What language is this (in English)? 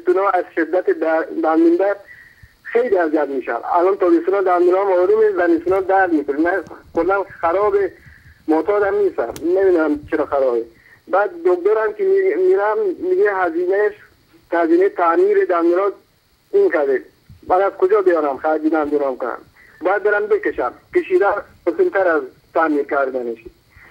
Persian